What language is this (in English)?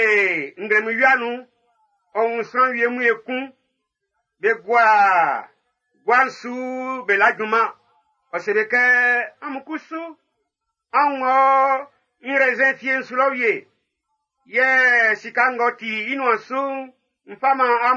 Baoulé